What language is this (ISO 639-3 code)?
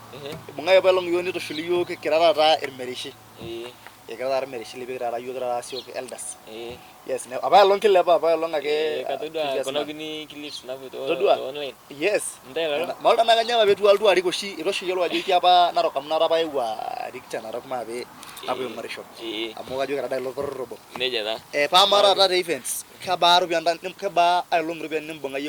mas